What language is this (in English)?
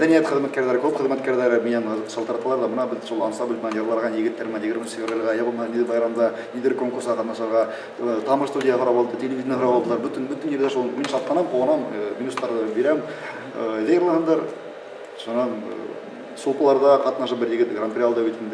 Bashkir